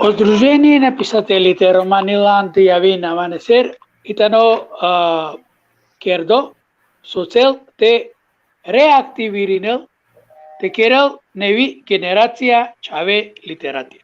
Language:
Balkan Romani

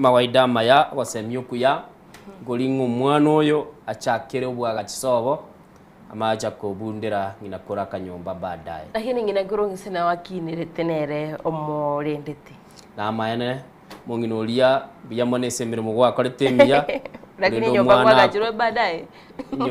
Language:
Gusii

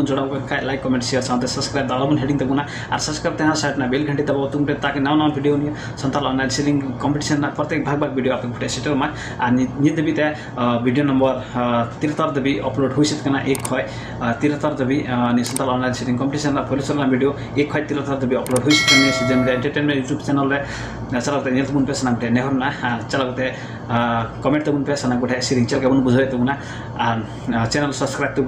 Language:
Santali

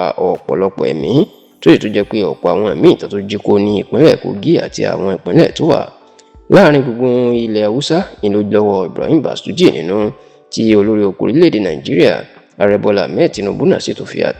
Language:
Yoruba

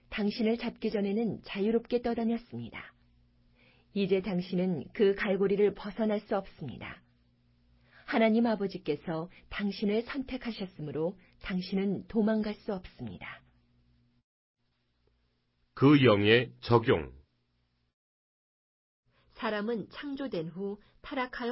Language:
Korean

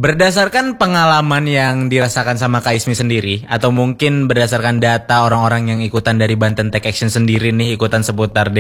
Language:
Indonesian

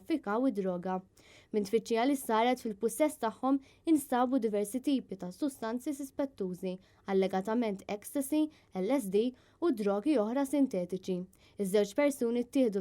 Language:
Maltese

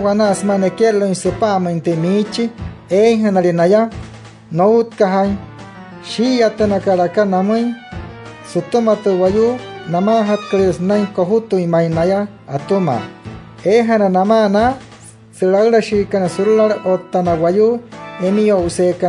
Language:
Wayuu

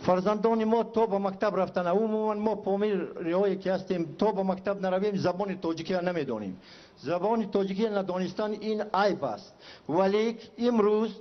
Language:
Tajik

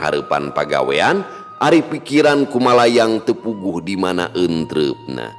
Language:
Sundanese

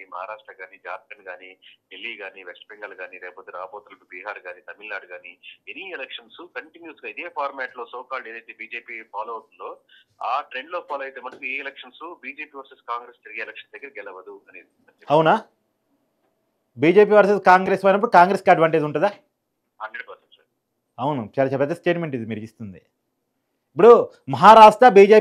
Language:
Telugu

